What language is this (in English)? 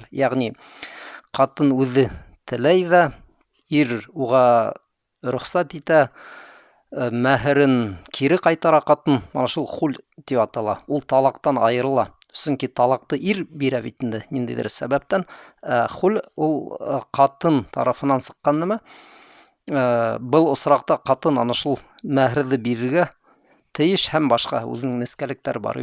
Bashkir